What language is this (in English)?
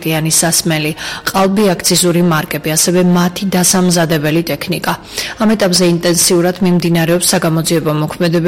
Georgian